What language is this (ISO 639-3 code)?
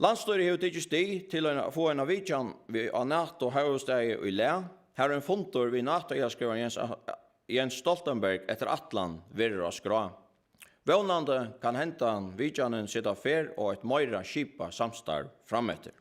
fao